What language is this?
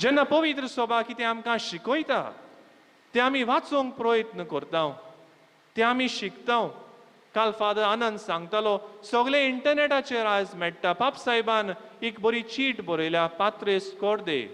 Konkani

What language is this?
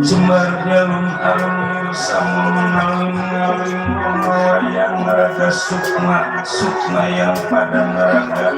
Betawi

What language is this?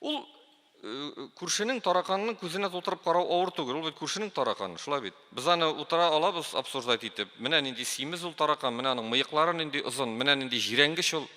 Tatar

